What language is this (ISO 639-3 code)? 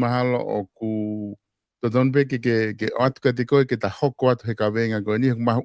ton